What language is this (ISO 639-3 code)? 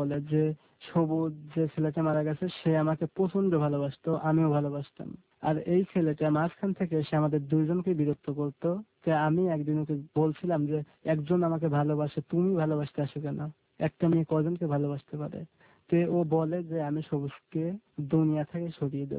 ben